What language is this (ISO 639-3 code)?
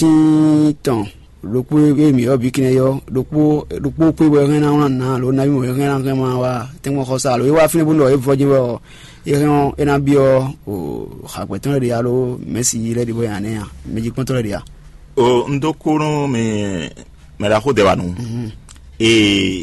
fon